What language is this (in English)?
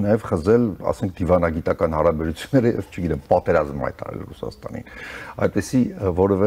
Armenian